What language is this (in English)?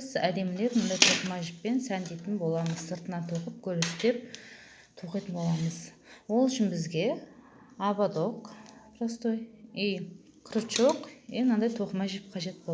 Kazakh